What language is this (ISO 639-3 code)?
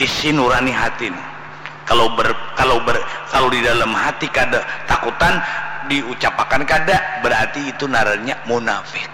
bjn